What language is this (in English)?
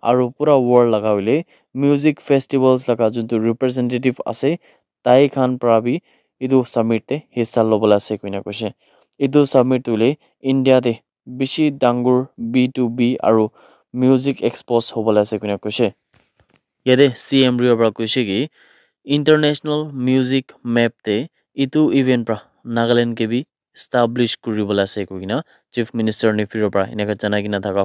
Naga Pidgin